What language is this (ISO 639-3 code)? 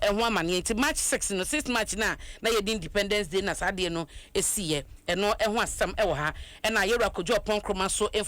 aka